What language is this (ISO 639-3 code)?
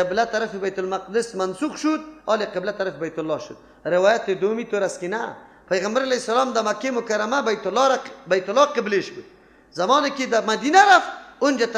fas